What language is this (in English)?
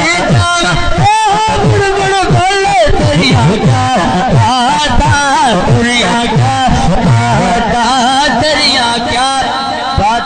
Urdu